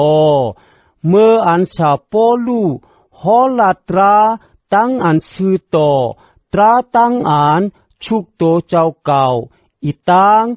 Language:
Shan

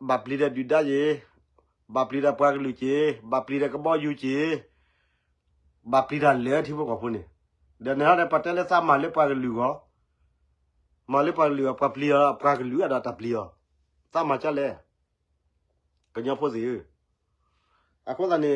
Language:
S'gaw Karen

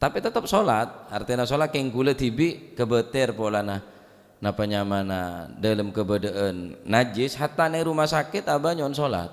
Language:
Madurese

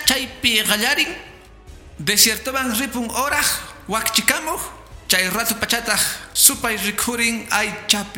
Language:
Quechua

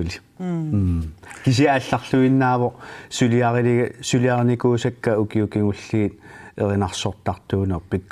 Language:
Kalaallisut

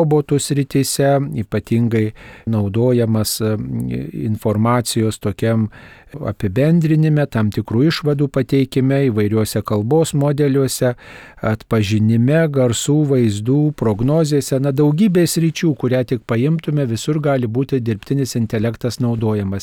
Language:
Lithuanian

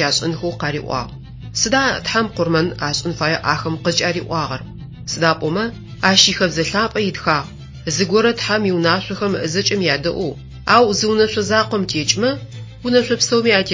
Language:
Adyghe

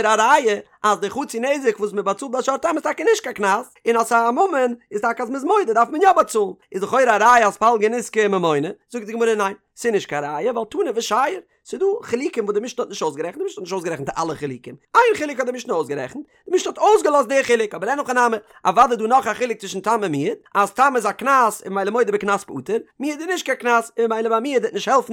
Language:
Yiddish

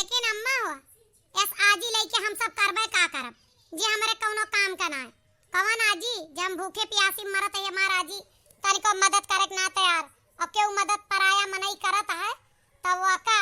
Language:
Awadhi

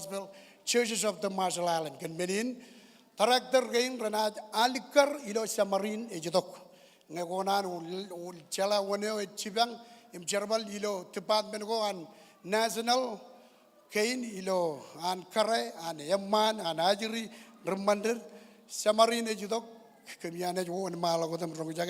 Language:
Marshallese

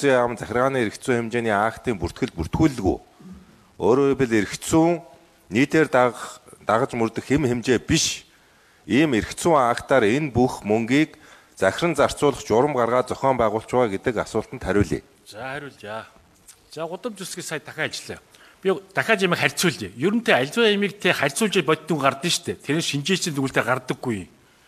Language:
Mongolian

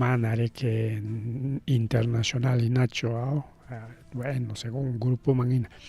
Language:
Ayacucho Quechua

